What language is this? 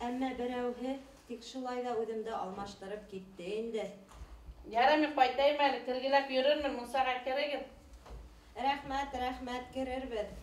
Bashkir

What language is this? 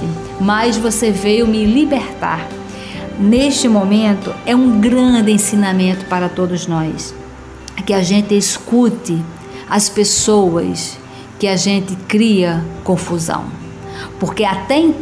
Portuguese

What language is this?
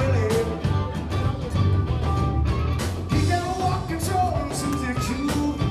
English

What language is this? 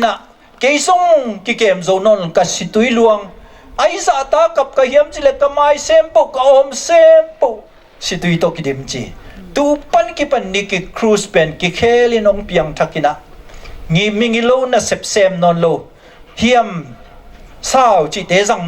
Tedim Chin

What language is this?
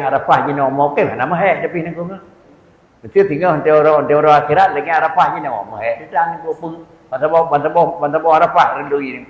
Achinese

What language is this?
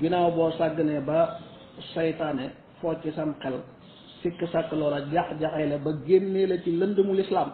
Wolof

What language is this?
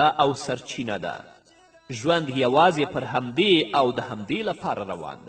Pashto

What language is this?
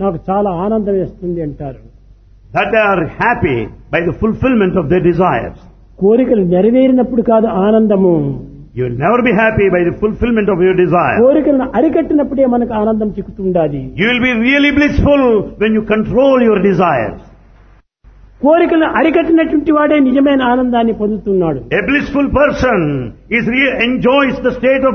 Telugu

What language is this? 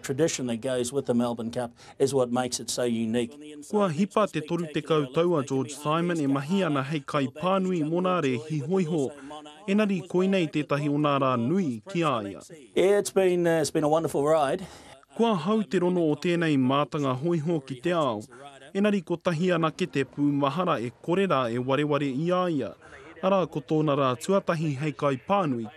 Māori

